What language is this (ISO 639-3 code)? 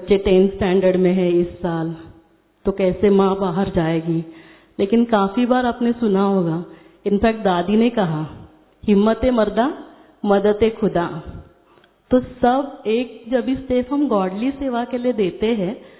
hin